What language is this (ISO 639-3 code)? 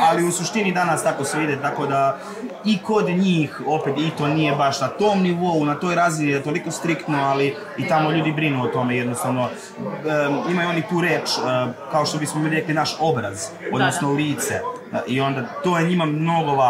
srp